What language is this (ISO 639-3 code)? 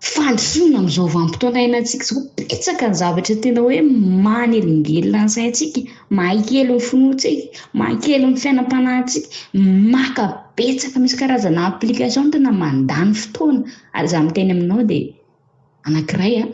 mlg